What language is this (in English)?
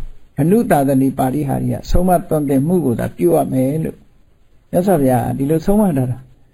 Burmese